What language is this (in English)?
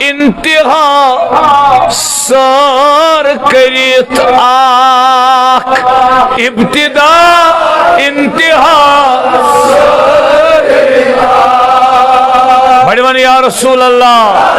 Kashmiri